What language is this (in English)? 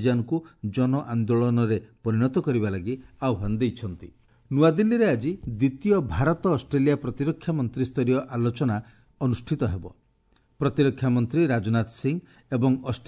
Odia